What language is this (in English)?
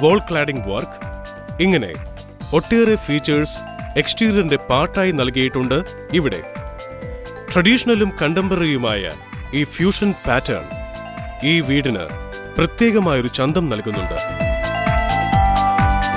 Malayalam